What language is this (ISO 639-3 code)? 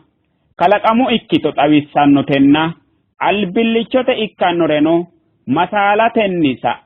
sid